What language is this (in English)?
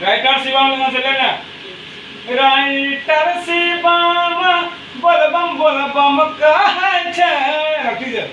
Maithili